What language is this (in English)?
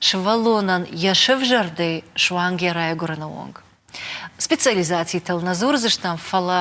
Ossetic